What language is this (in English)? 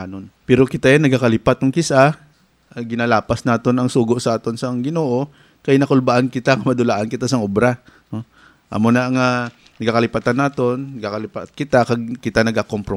Hiligaynon